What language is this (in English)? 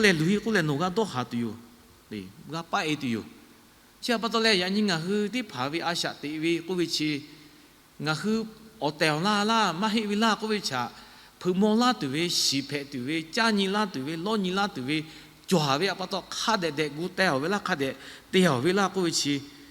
Lahu